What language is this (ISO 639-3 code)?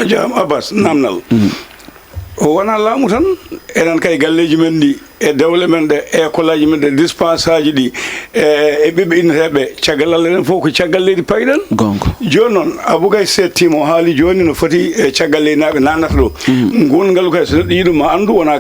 ful